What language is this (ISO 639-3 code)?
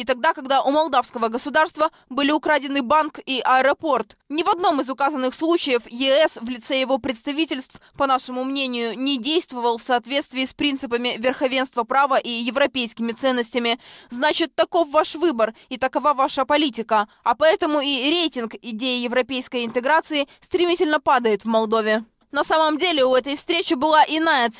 rus